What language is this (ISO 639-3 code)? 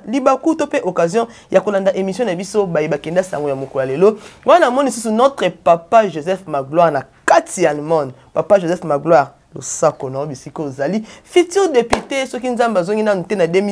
lin